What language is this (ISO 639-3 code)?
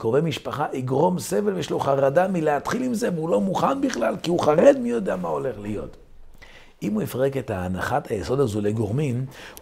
heb